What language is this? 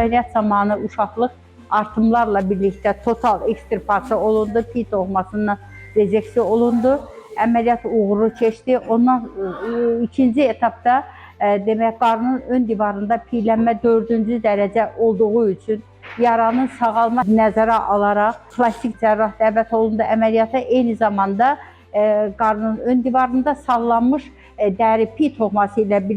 Azerbaijani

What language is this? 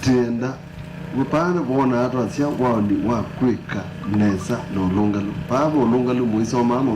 Kamba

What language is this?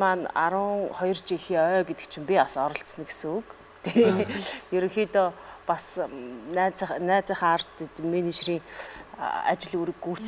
Mongolian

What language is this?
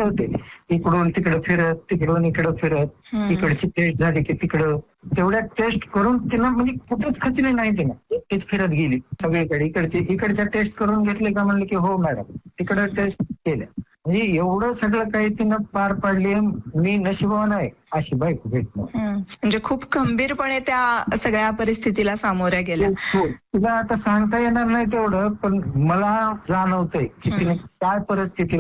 Marathi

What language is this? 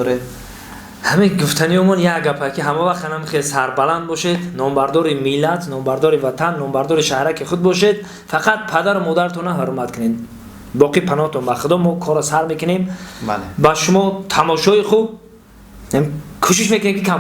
Tajik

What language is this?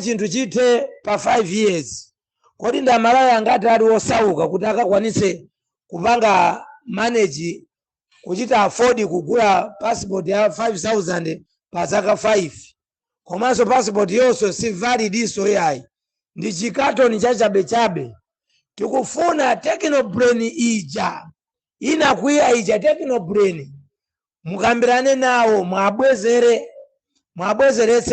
Nyanja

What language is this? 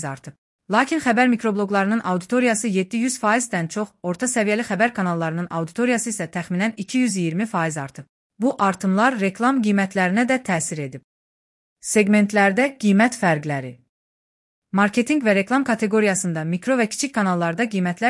Azerbaijani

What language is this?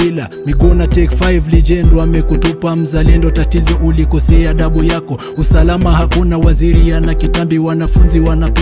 Swahili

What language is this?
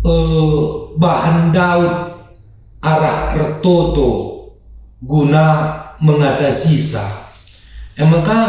Batak Karo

